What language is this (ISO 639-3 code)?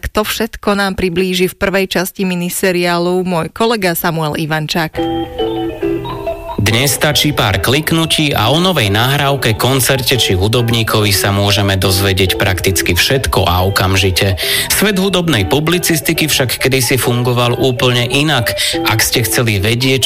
slk